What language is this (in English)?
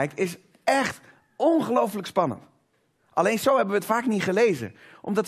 Dutch